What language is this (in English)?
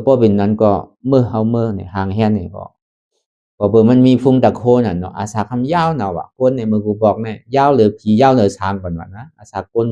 Shan